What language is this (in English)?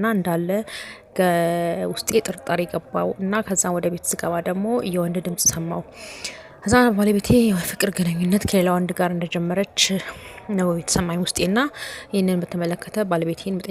Amharic